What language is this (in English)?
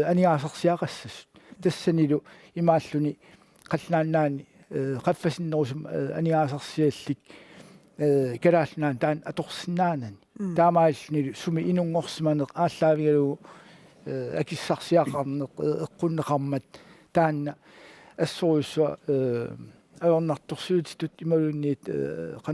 Kalaallisut